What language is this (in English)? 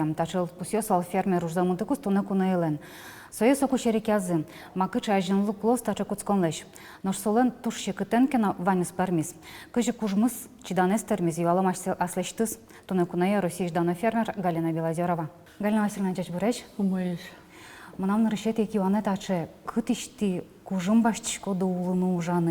Udmurt